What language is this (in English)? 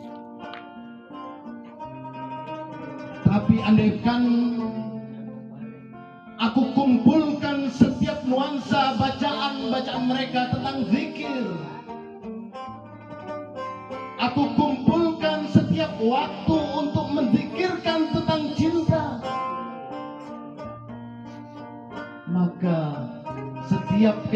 Indonesian